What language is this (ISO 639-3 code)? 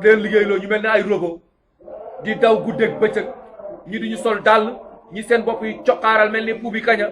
wol